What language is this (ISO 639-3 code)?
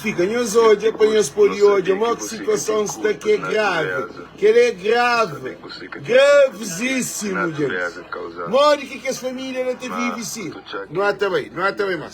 kea